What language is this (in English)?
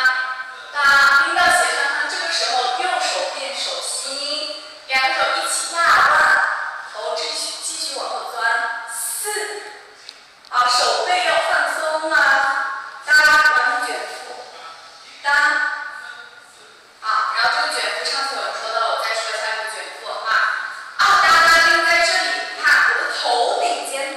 Chinese